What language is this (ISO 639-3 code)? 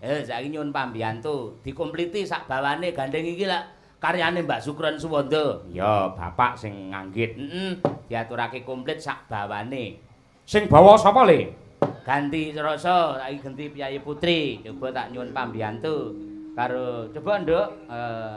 jav